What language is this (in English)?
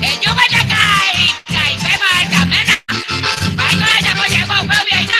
Guarani